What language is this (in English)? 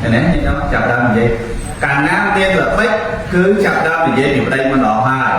Khmer